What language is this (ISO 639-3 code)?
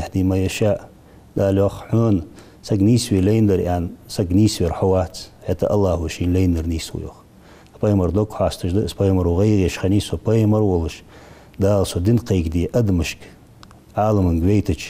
inh